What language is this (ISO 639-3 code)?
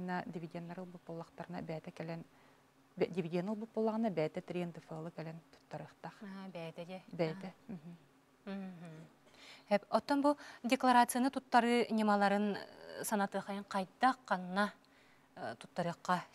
sah